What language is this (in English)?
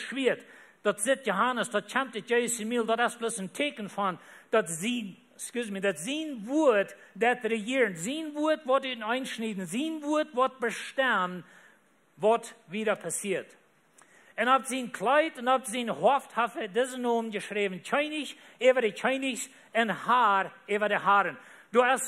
Plautdietsch